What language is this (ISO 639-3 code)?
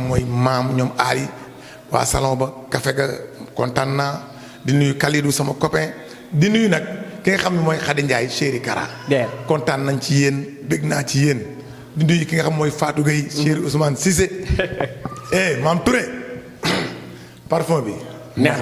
wol